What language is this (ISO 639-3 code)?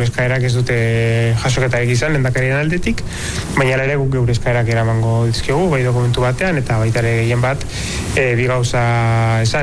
eus